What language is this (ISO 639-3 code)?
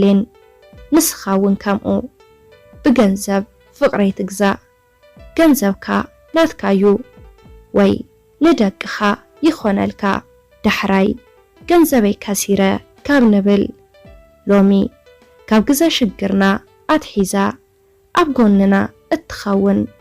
tir